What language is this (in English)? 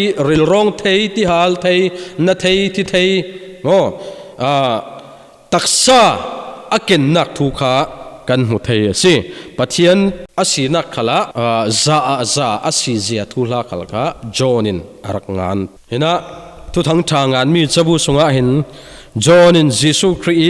Falam Chin